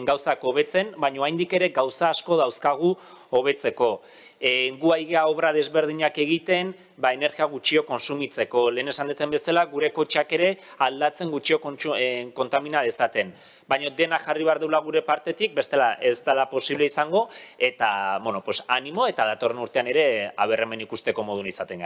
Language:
Basque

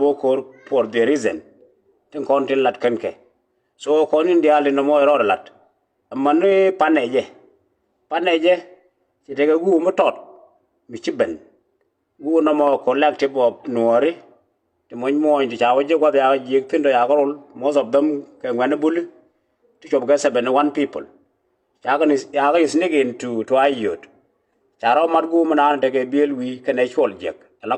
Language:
Nuer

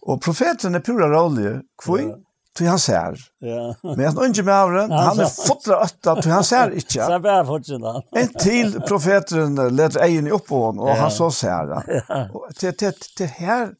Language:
Faroese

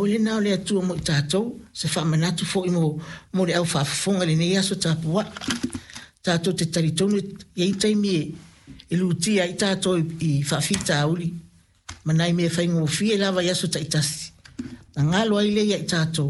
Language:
Samoan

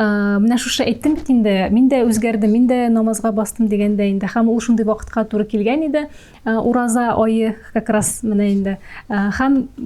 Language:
Tatar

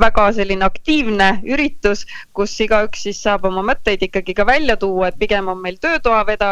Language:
Estonian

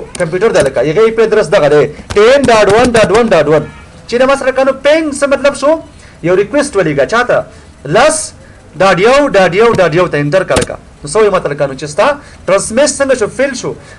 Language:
Pashto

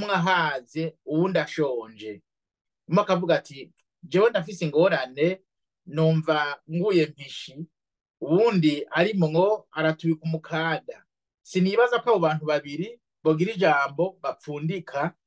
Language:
Rundi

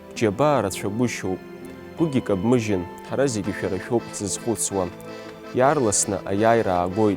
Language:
Abkhazian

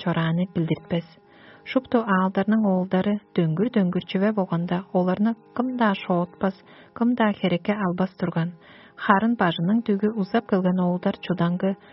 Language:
Tuvinian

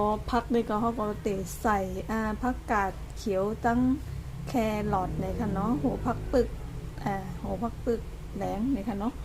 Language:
Shan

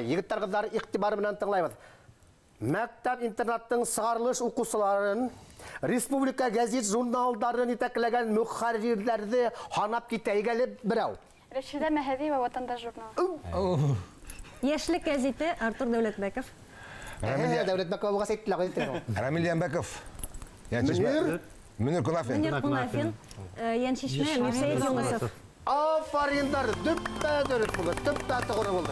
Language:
Bashkir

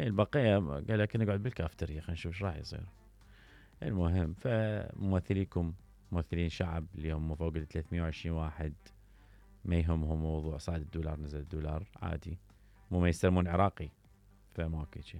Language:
Mesopotamian Arabic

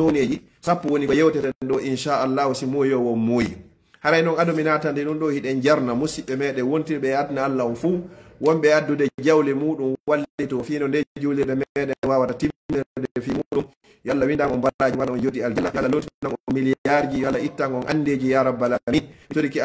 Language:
Pular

